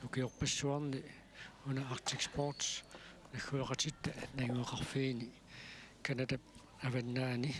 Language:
Kalaallisut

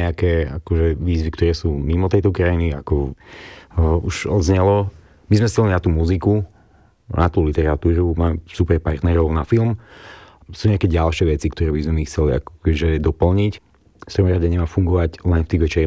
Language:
Slovak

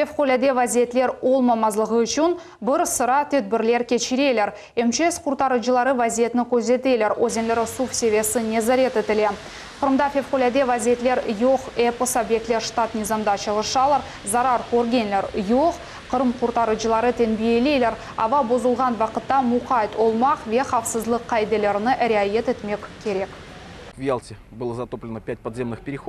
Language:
Crimean Tatar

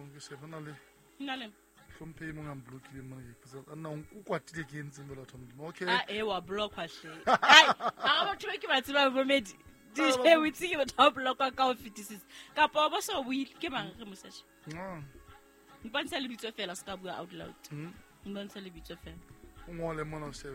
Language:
Southern Sotho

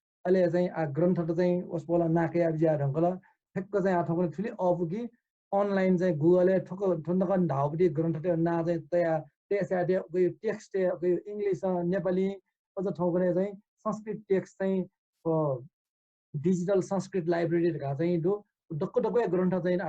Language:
Newari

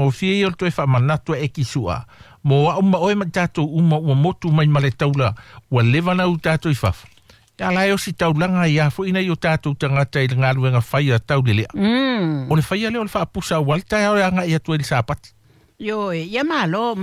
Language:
Samoan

